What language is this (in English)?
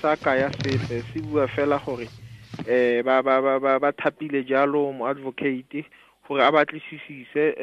Tswana